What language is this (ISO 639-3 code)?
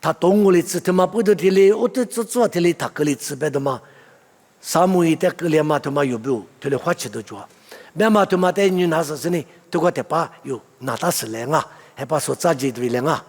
lis